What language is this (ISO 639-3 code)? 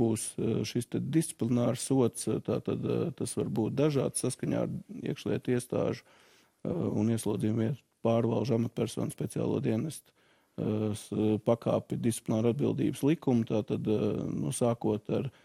lav